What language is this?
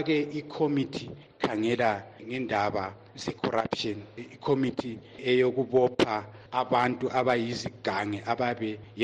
North Ndebele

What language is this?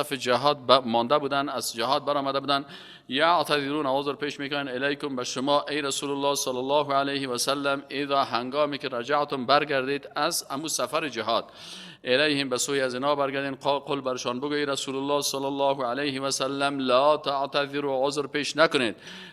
Persian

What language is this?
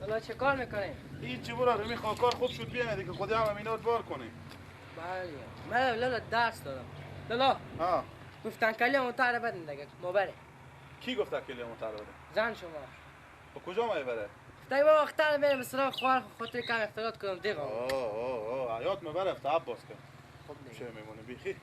Persian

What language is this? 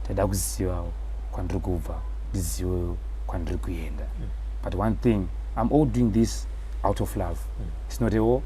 Shona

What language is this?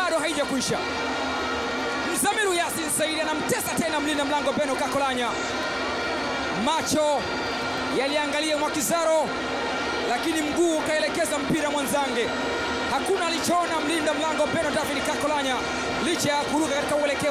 Swahili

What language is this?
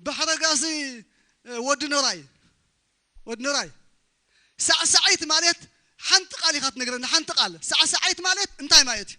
Tigrinya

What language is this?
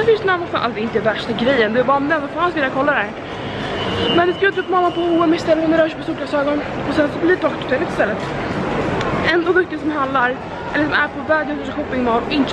Swedish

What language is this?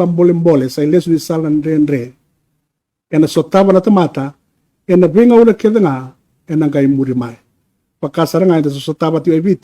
Fijian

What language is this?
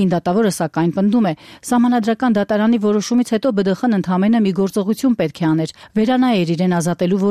Armenian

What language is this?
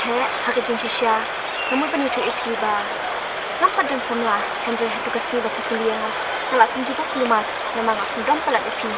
Khasi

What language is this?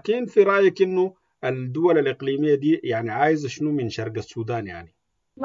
Sudanese Arabic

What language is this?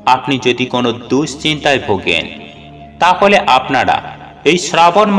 Bangla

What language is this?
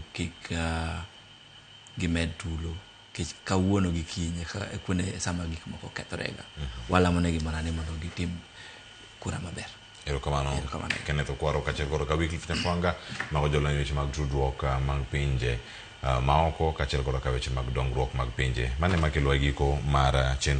Luo (Kenya and Tanzania)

